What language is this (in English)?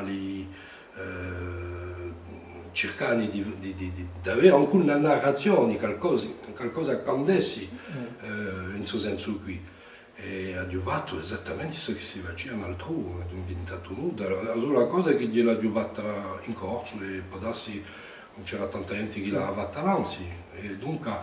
Corsican